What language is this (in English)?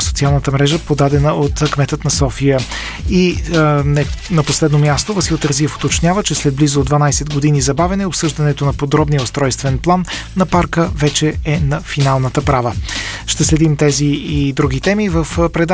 Bulgarian